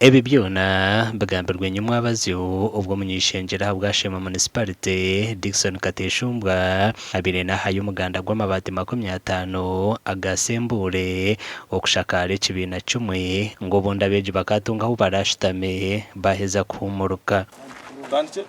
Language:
Nyankole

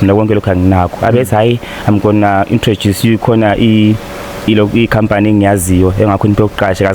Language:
Zulu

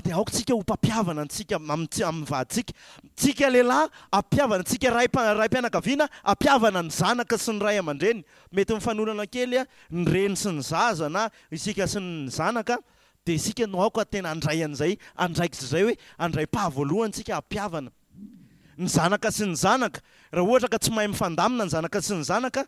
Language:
Malagasy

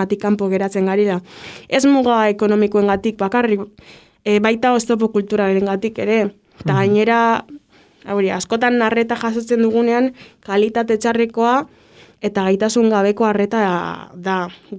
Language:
Basque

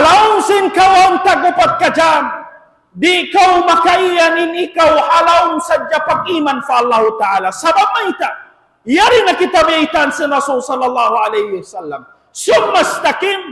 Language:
Tausug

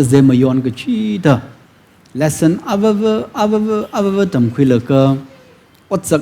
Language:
Tangkhul Naga (India)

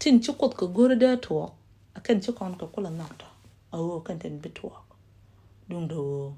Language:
Nuer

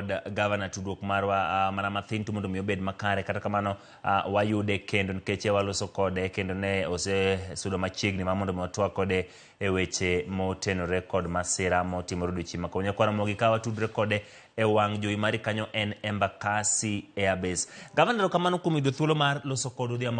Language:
Luo (Kenya and Tanzania)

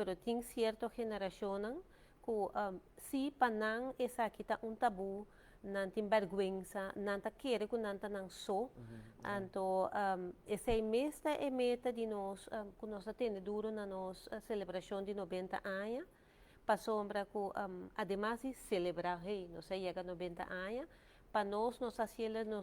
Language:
Papiamento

